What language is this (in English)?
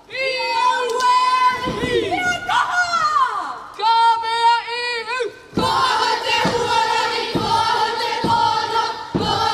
Māori